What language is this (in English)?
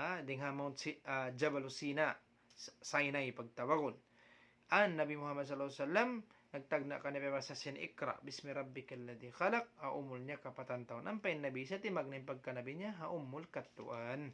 Tausug